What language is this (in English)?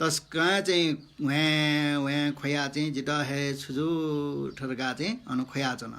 Newari